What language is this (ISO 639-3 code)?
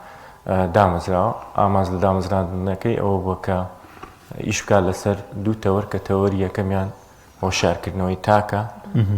ckb